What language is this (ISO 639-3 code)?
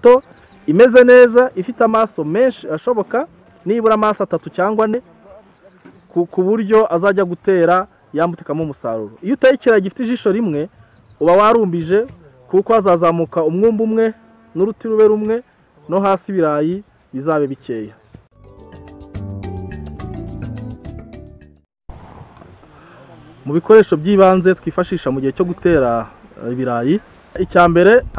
kin